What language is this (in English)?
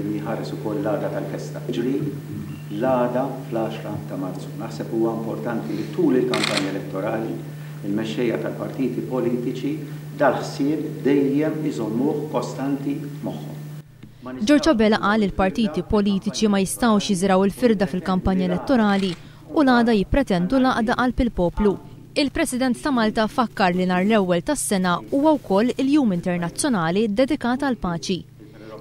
Maltese